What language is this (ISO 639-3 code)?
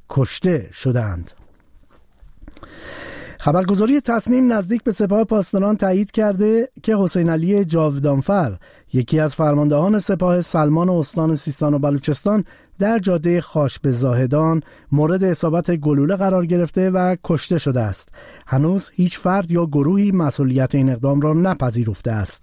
fas